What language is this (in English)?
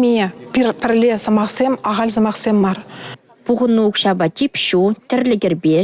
Chuvash